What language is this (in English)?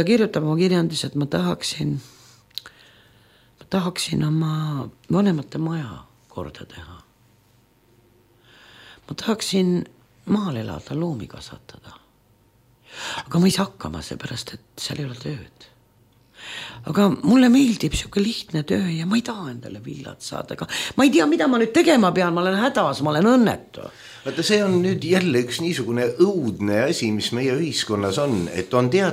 Estonian